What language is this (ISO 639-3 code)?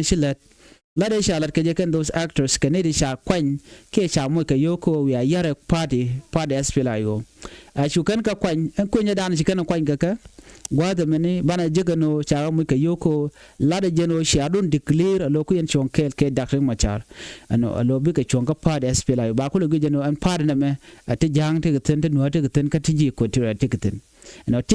nus